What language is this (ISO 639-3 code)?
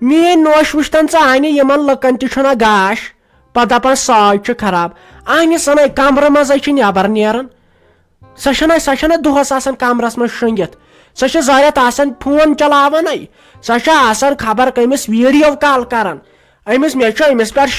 kas